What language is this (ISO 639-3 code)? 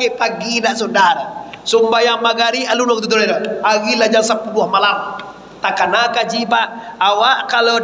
min